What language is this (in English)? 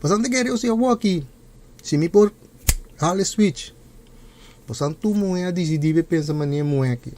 Papiamento